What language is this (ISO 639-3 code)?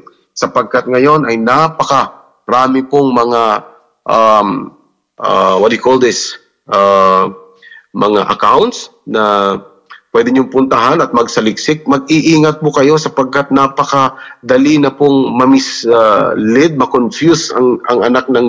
fil